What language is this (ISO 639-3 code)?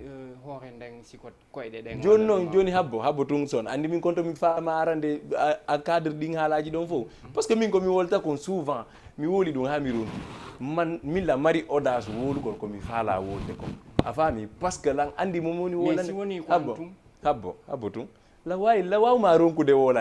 ful